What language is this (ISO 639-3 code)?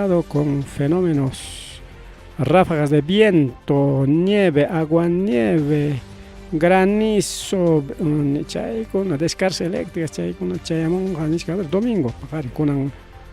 quy